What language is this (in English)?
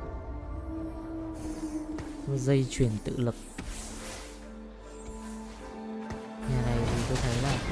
Vietnamese